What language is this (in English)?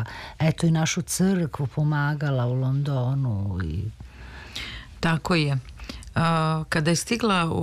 Serbian